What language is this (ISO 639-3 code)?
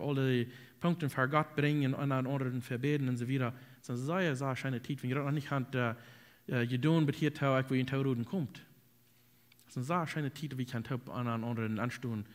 pdt